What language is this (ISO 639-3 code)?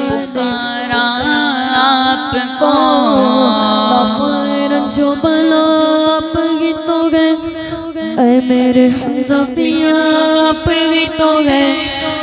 urd